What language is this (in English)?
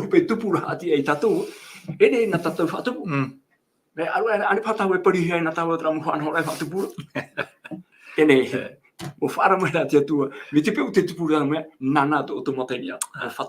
Tahitian